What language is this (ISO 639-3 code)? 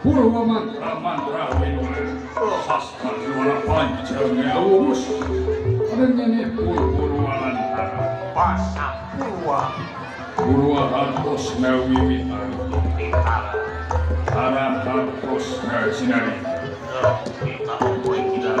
sun